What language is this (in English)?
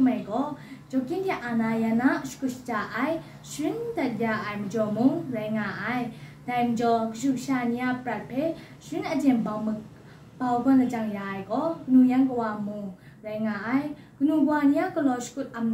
Kachin